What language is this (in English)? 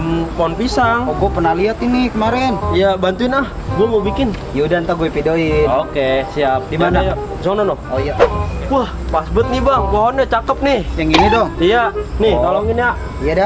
Betawi